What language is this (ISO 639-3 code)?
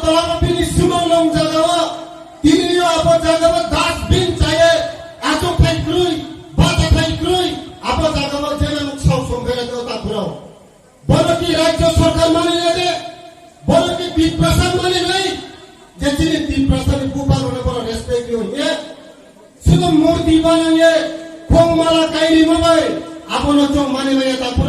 trp